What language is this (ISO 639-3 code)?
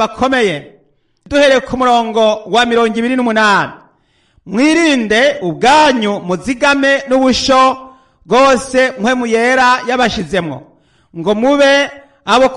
run